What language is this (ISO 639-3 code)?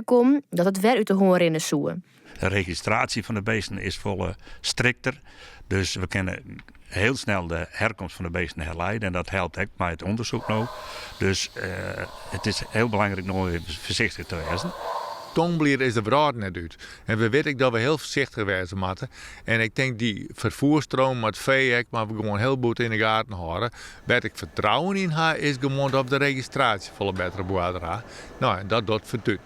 fry